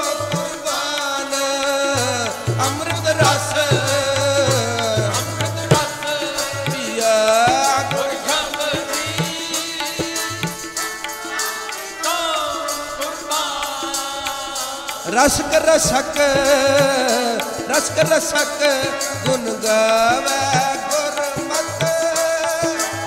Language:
Punjabi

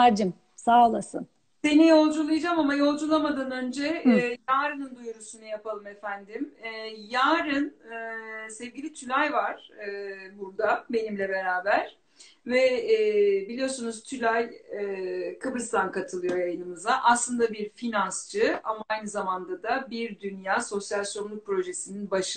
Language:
Turkish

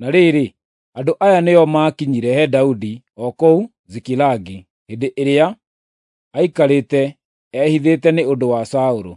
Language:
Kikuyu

